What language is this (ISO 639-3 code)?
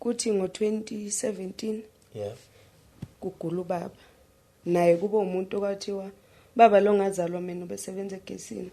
zul